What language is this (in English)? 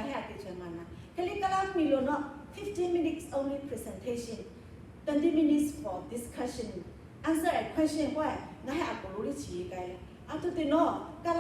Lahu